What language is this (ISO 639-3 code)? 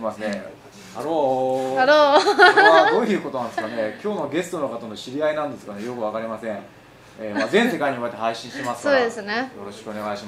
jpn